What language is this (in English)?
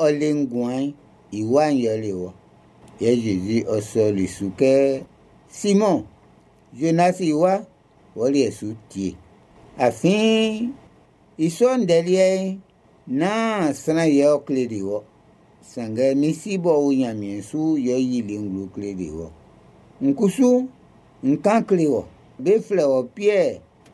Baoulé